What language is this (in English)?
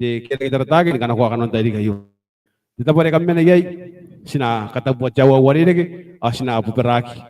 Gilbertese